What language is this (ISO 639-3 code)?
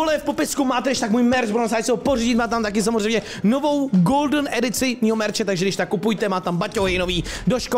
ces